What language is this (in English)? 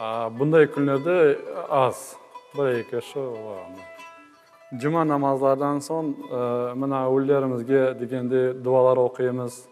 Crimean Tatar